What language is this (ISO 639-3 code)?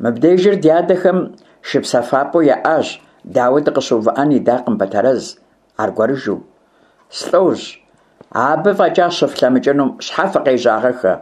kbd